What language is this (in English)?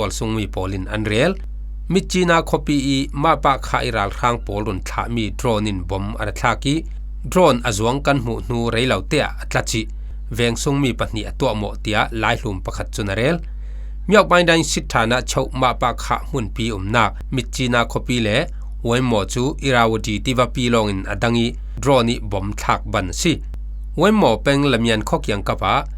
Falam Chin